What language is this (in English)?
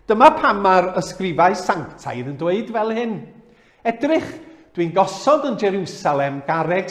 Welsh